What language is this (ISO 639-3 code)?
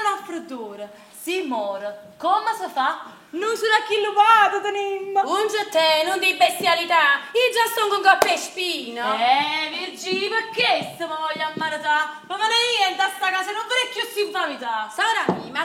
nap